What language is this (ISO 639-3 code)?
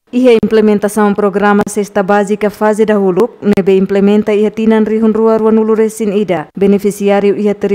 tet